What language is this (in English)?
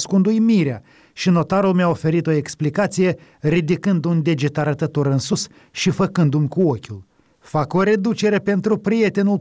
Romanian